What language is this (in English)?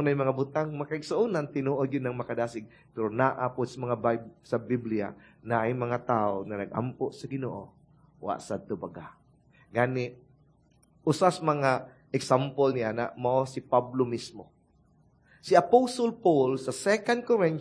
Cebuano